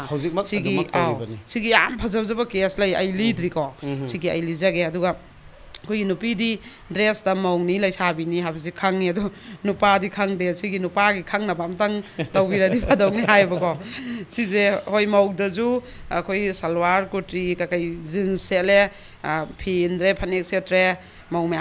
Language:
Manipuri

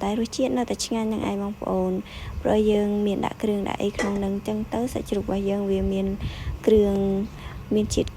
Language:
Khmer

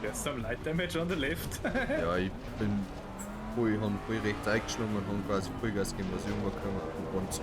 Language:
Bavarian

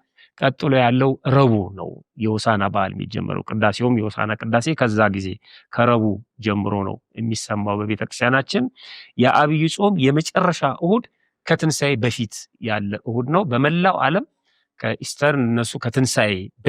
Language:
Amharic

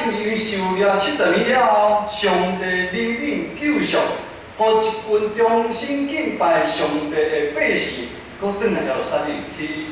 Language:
Min Nan Chinese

